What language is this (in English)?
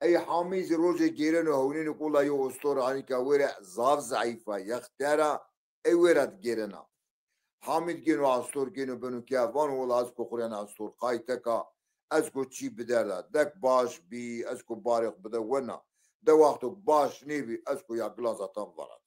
Zaza